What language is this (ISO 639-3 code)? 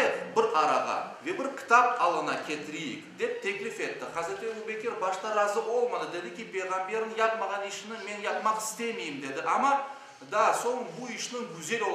crh